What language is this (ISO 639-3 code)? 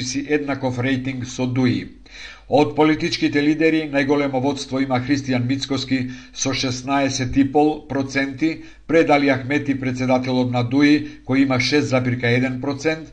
mkd